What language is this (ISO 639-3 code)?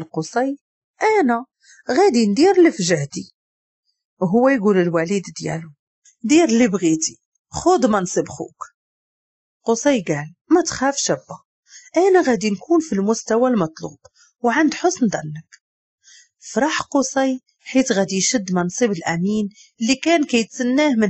ary